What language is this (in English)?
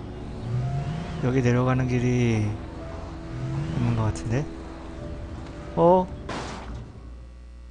Korean